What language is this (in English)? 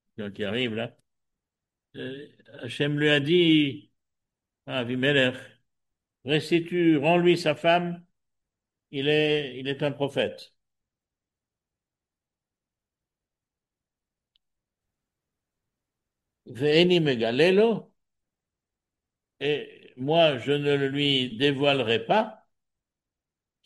French